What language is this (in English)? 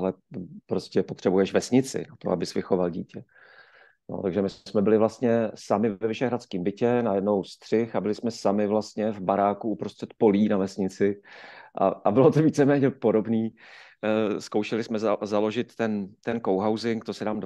Czech